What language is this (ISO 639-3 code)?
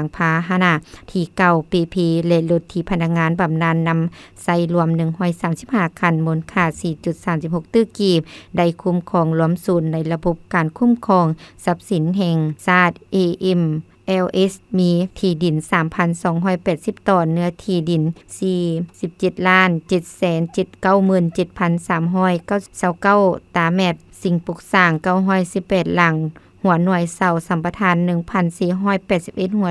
lao